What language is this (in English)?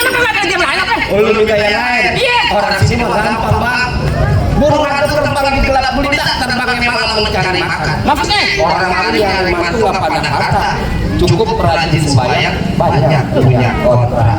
Betawi